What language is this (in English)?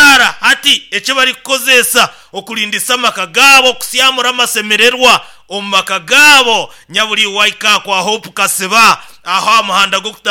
Nyoro